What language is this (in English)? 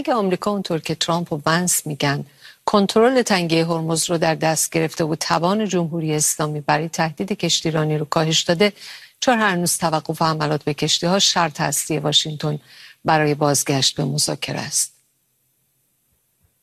Persian